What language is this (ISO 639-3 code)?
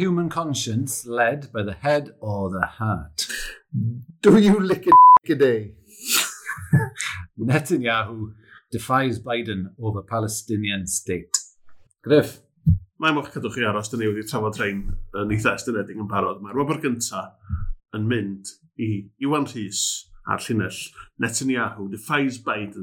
cym